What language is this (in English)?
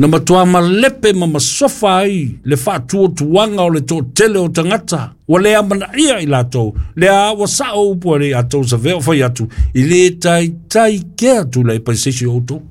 Samoan